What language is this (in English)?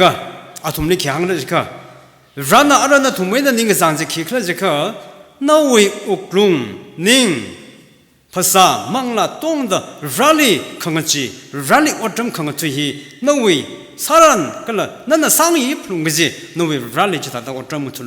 Tangkhul Naga (India)